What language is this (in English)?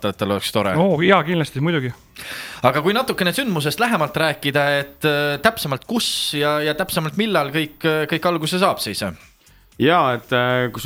Estonian